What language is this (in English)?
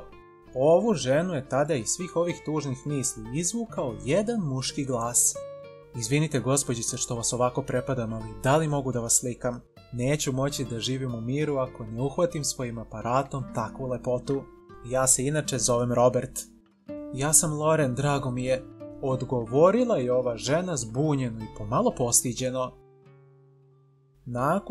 Serbian